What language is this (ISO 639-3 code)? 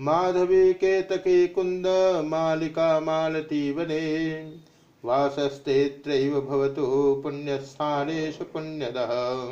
san